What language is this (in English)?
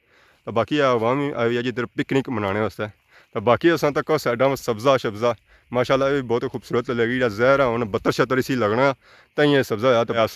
Pahari-Potwari